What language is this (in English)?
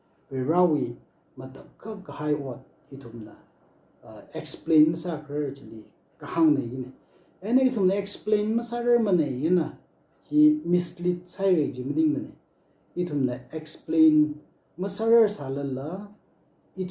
Tangkhul Naga (India)